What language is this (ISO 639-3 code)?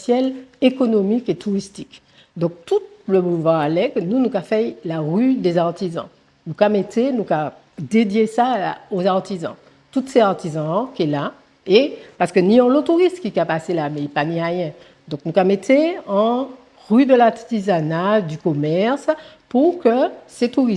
gcf